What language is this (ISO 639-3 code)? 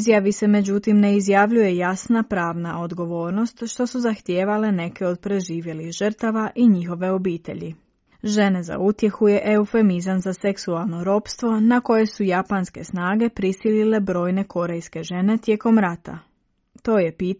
hrv